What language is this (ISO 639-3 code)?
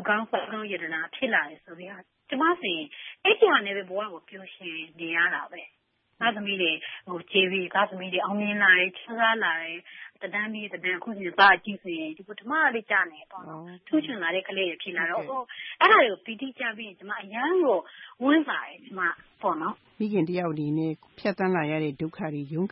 mya